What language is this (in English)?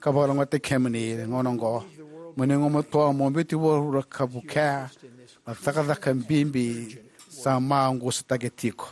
Fijian